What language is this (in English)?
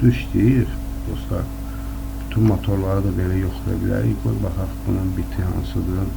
Azerbaijani